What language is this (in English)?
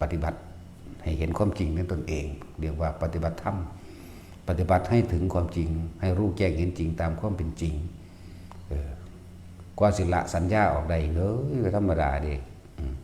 Northeastern Thai